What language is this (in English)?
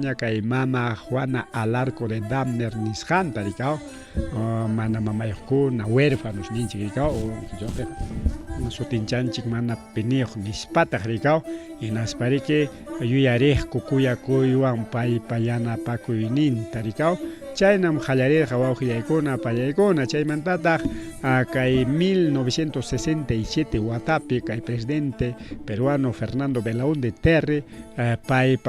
Ayacucho Quechua